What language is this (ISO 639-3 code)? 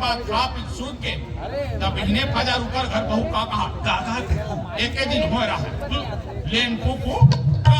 hne